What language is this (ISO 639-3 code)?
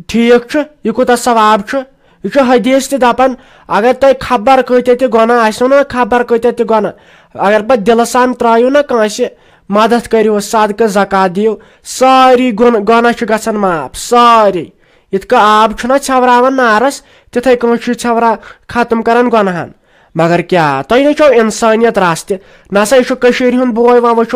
kas